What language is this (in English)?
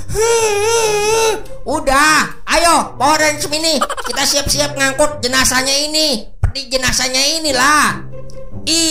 Indonesian